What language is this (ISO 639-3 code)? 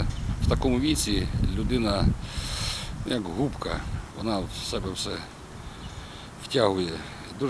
ukr